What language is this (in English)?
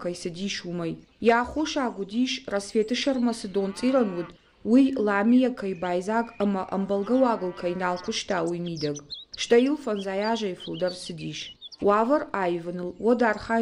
Ossetic